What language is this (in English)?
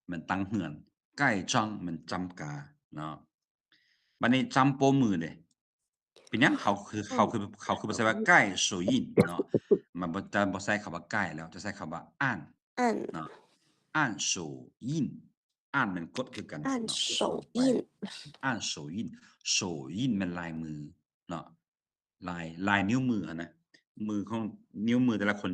Lao